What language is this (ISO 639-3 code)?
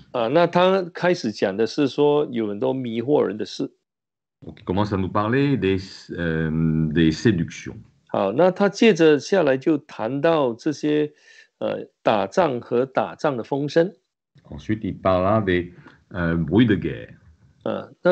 zho